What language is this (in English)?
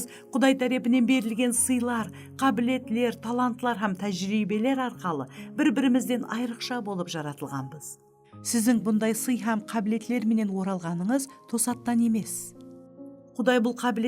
Kara-Kalpak